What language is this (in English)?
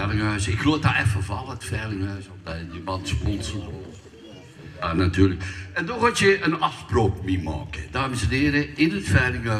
Limburgish